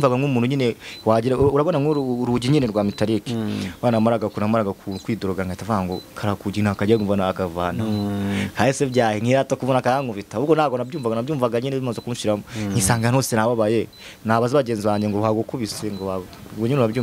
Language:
Kinyarwanda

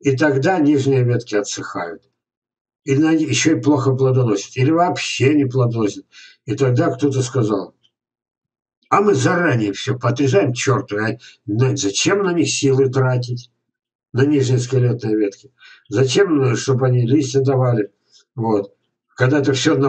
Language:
Russian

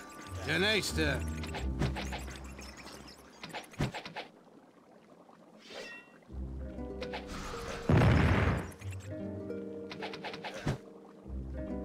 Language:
German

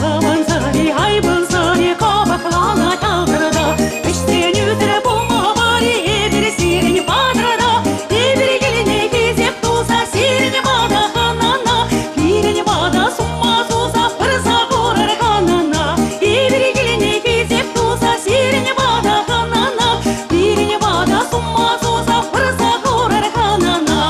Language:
Chuvash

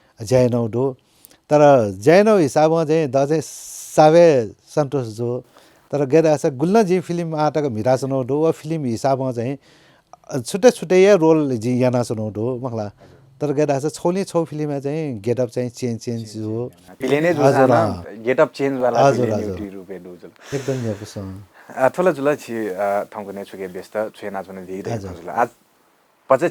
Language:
Newari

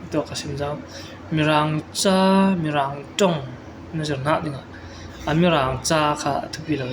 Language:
Falam Chin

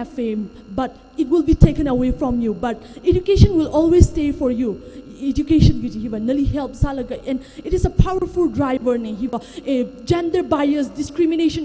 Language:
Tangkhul Naga (India)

